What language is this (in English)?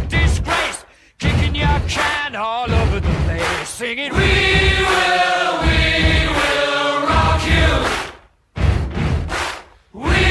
English